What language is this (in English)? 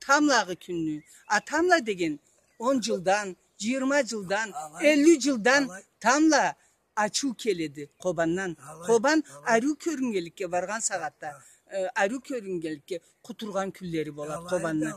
Karachay-Balkar